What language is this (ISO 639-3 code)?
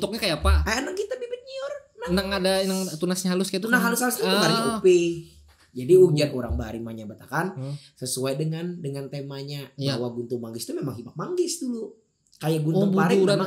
bjn